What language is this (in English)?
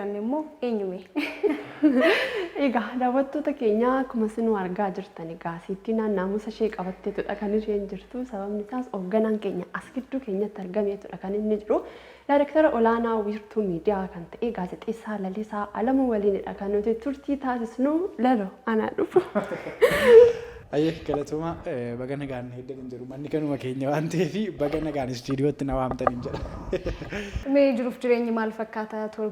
Oromo